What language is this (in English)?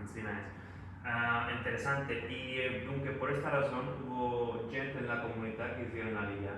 Ladino